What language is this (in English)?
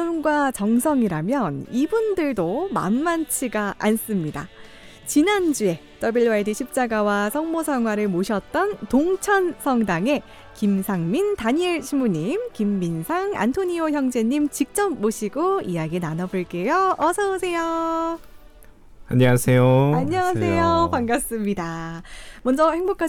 Korean